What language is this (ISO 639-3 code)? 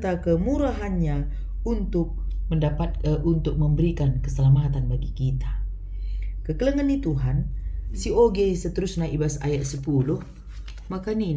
btx